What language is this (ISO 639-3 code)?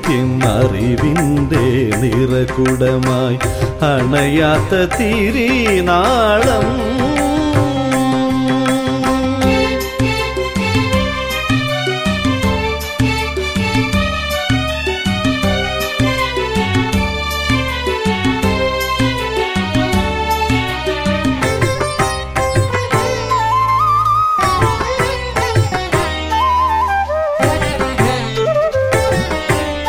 mal